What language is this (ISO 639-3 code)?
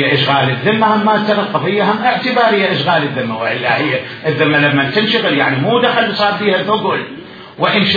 acm